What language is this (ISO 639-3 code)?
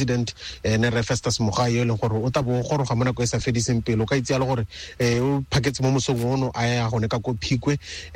tsn